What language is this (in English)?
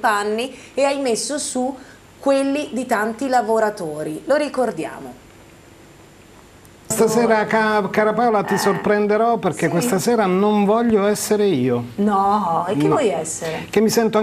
Italian